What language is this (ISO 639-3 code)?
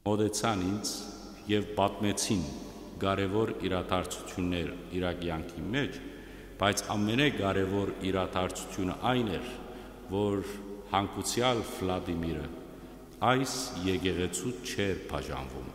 hyw